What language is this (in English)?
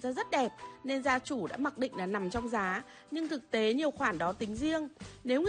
Vietnamese